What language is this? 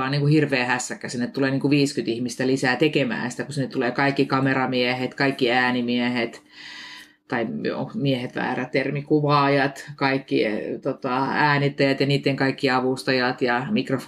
Finnish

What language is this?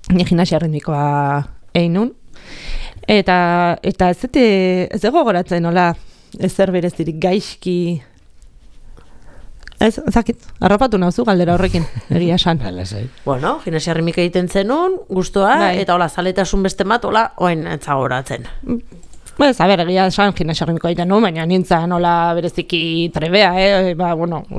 Basque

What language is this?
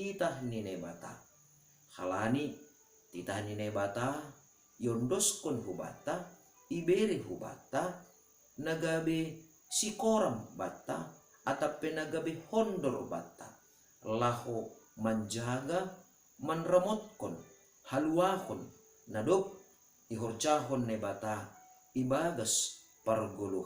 Batak Simalungun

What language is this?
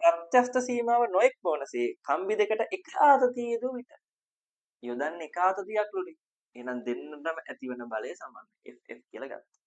Sinhala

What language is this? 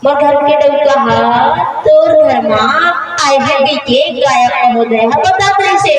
Chhattisgarhi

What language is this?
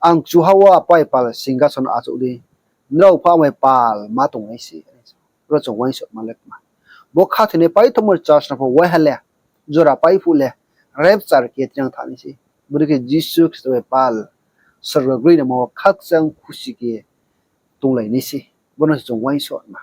Riang (India)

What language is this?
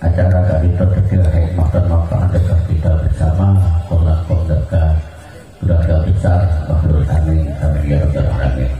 Madurese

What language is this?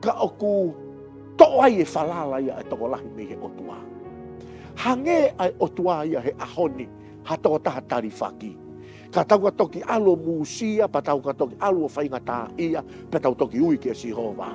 Tongan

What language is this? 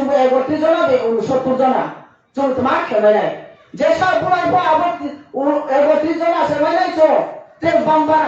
Riang (India)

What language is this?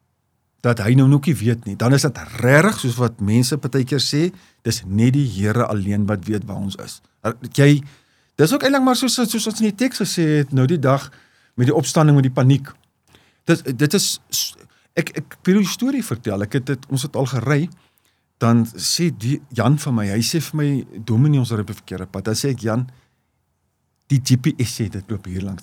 Afrikaans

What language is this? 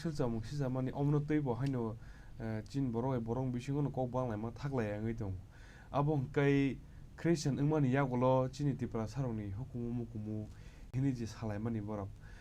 Kok Borok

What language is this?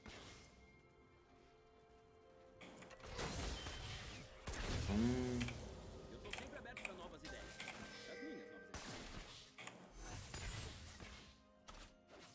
Portuguese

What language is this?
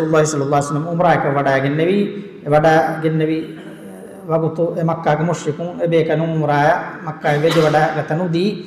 Divehi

